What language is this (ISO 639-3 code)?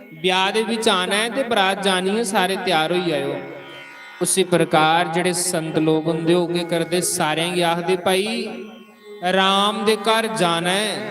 doi